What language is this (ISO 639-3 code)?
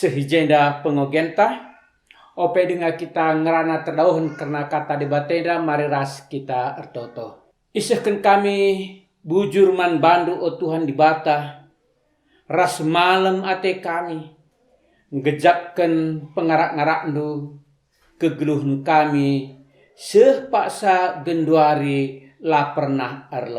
btx